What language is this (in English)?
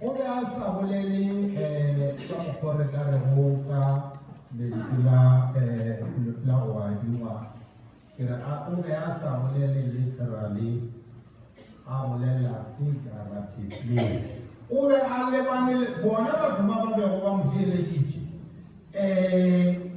Northern Sotho